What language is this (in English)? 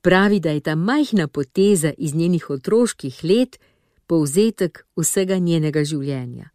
Slovenian